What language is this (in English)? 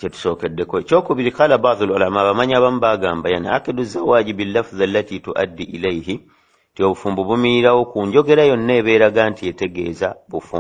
Ganda